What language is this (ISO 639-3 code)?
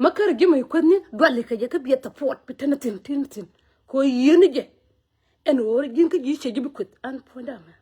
nus